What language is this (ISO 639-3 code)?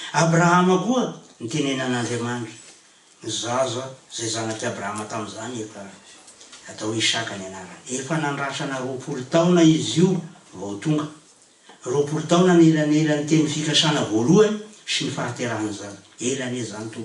mlg